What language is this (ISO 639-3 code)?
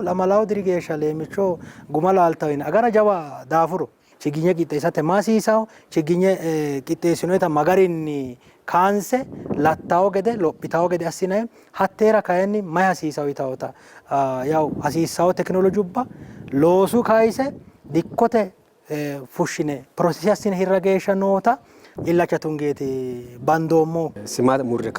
sid